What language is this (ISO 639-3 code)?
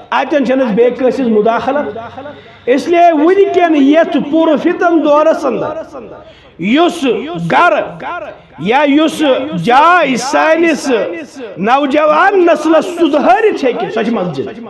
kas